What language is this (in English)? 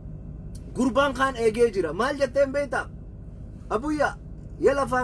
Oromo